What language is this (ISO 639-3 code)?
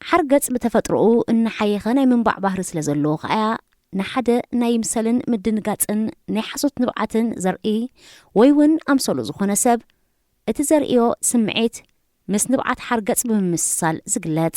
tir